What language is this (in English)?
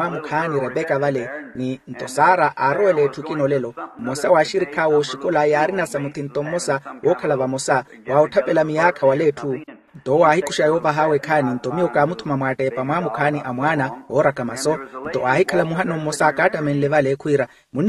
Makhuwa